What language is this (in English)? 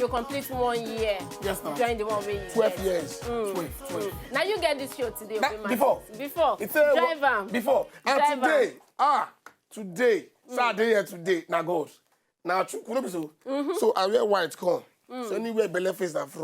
Nigerian Pidgin